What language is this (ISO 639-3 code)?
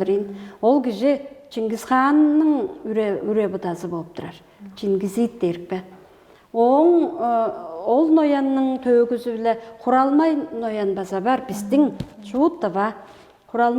tyv